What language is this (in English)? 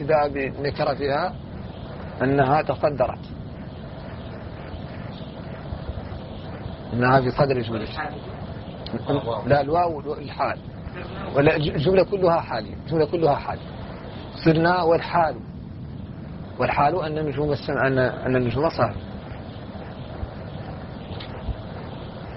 Arabic